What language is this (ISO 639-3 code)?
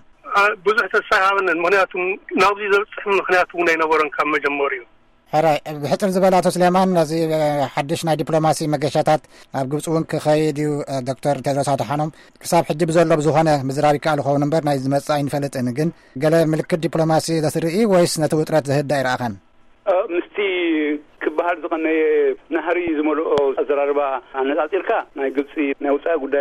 tir